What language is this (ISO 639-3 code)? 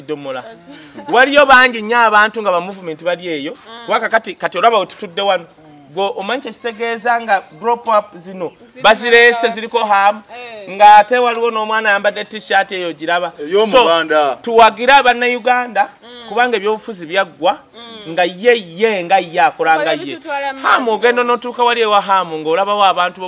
lug